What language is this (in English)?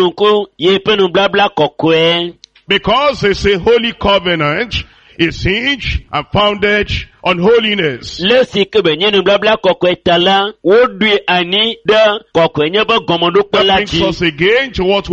Ewe